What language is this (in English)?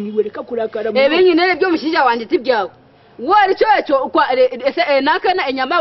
Nyankole